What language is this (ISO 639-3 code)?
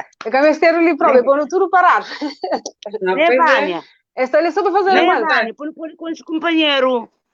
kea